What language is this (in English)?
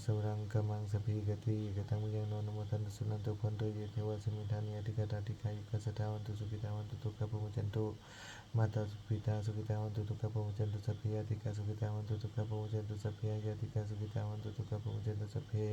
Pali